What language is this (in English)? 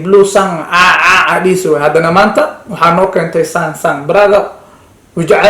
Somali